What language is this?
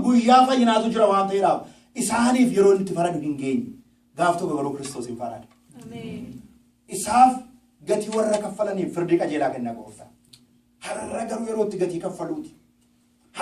Oromo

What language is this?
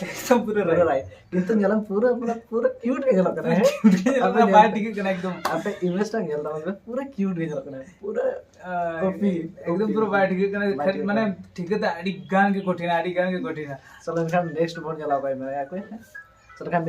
Santali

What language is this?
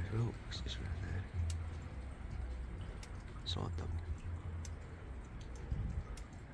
English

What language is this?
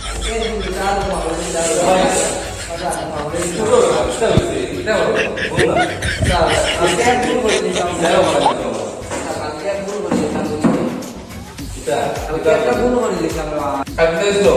Sylheti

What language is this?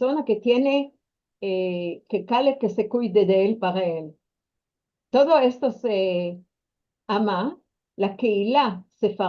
Ladino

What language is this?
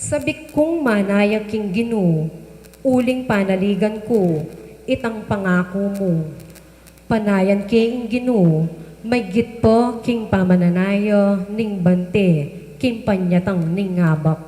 Pampanga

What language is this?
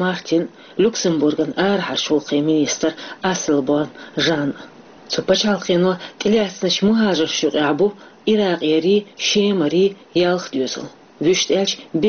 Chechen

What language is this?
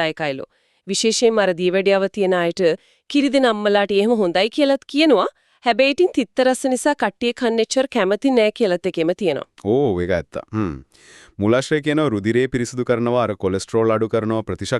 Sinhala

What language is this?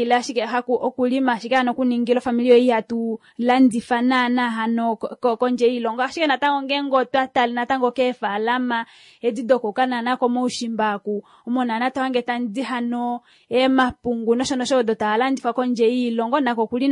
Kuanyama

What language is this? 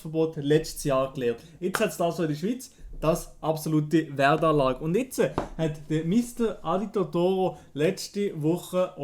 Swiss German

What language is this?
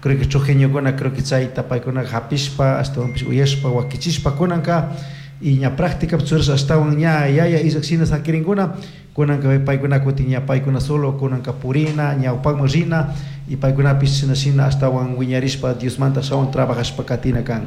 Chimborazo Highland Quichua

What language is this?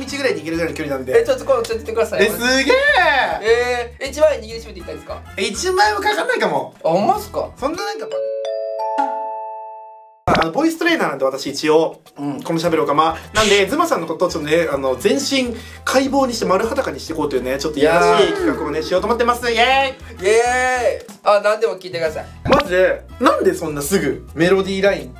Japanese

